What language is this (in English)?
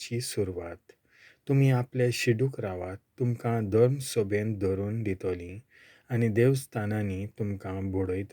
Konkani